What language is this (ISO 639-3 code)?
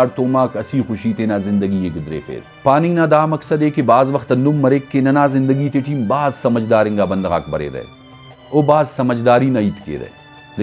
brh